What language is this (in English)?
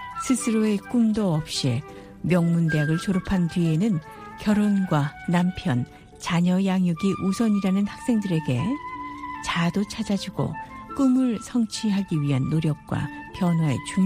Korean